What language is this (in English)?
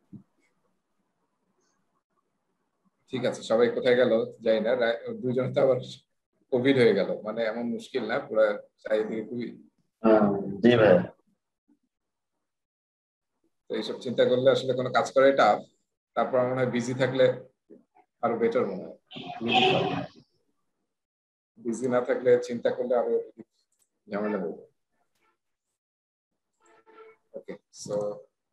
Bangla